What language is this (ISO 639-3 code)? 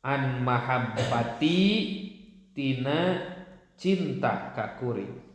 sun